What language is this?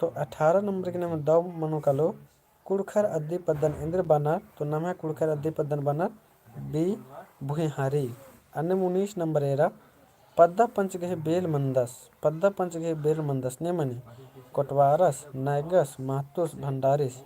Kurukh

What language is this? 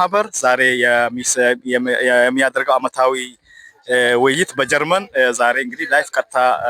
Amharic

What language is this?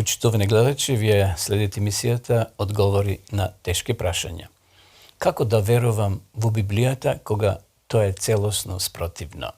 Macedonian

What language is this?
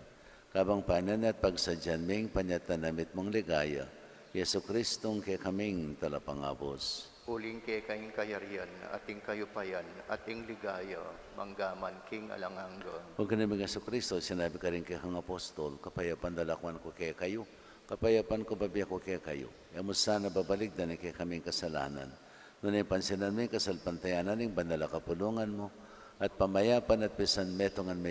Pampanga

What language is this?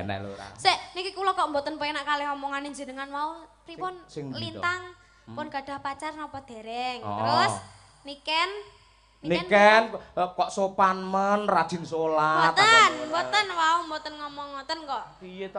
Javanese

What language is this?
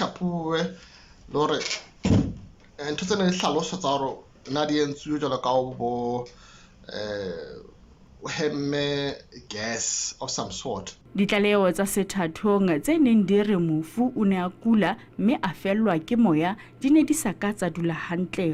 Southern Sotho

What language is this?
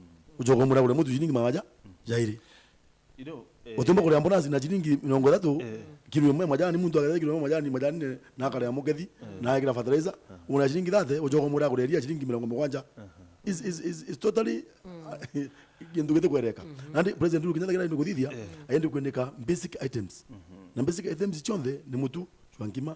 Meru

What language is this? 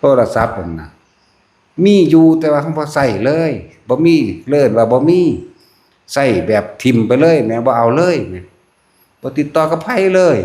Northeastern Thai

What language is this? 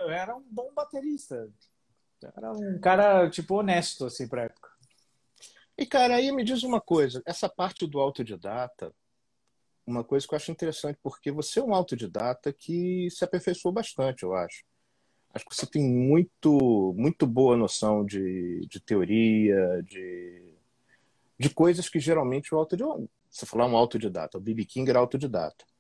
Portuguese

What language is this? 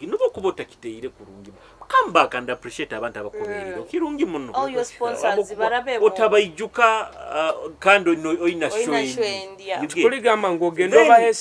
Nyoro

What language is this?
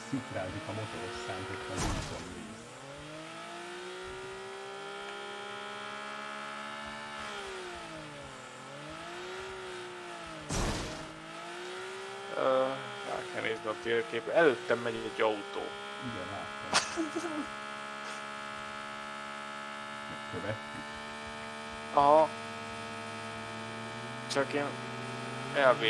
Hungarian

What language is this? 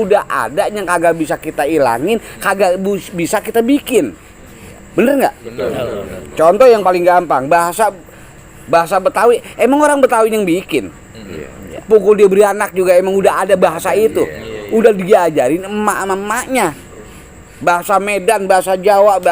Betawi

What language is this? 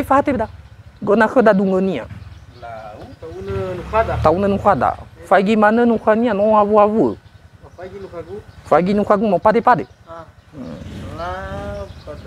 Nias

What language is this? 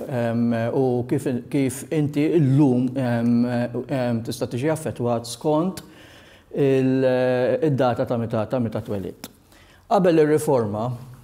Maltese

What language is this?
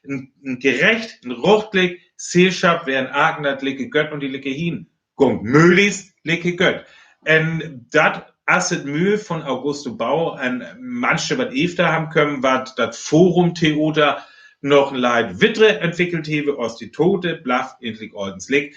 Northern Frisian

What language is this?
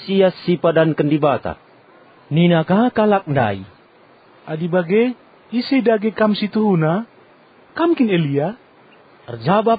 Batak Karo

